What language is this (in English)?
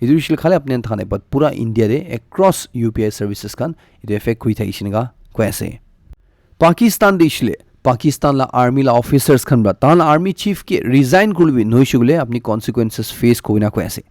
Naga Pidgin